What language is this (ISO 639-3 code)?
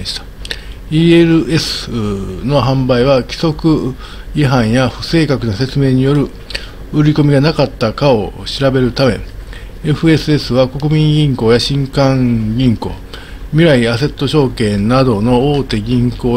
jpn